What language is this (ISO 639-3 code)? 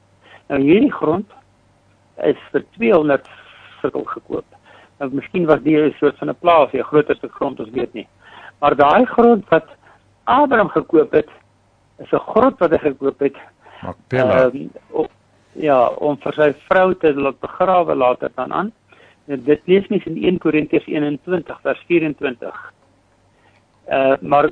afr